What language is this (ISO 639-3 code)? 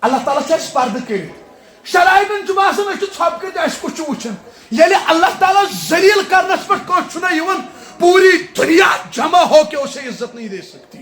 kas